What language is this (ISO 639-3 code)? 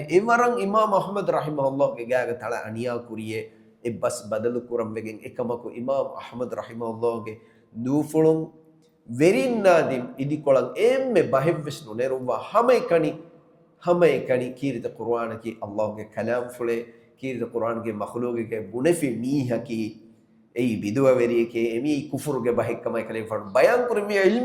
div